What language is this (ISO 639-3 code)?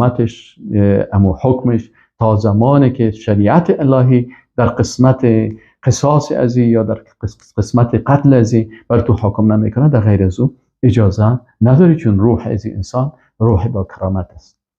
fas